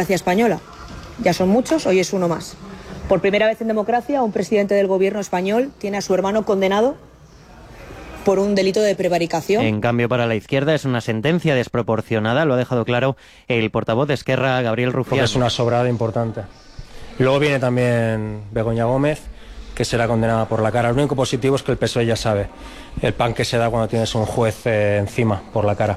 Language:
Spanish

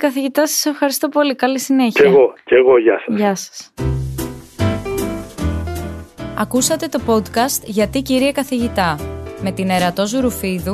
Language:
Greek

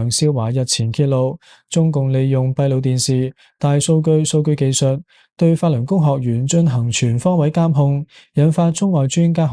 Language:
Cantonese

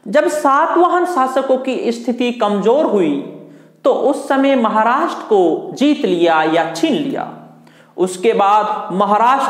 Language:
Hindi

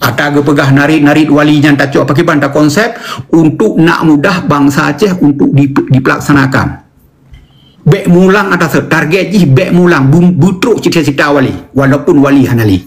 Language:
Achinese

